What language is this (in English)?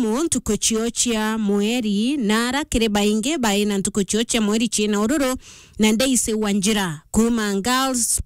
Meru